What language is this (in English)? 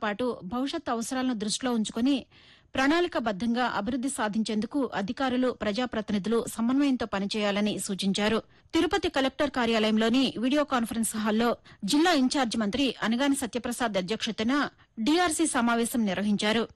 Telugu